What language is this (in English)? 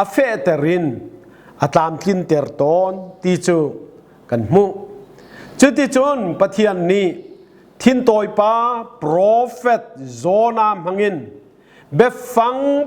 Hakha Chin